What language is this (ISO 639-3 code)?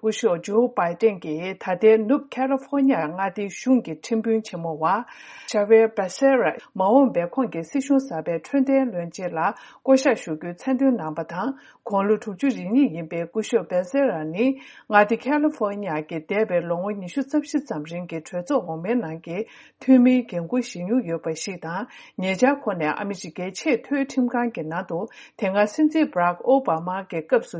bod